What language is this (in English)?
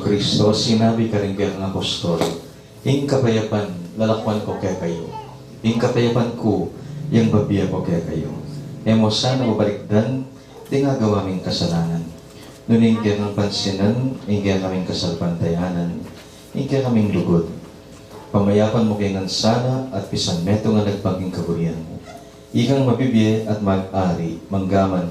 Pampanga